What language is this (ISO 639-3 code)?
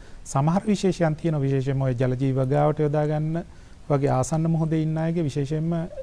sin